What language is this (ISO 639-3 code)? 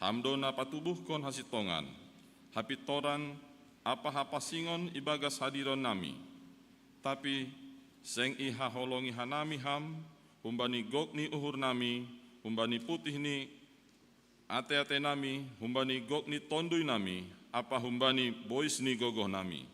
bts